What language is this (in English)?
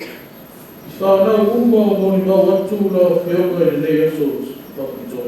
Samoan